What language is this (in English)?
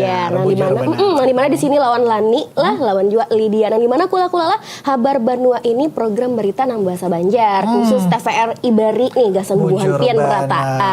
Banjar